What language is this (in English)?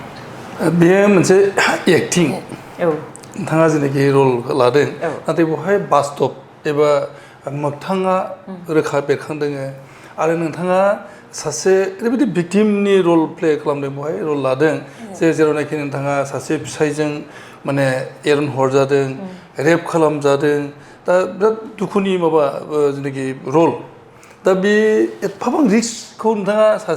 Bodo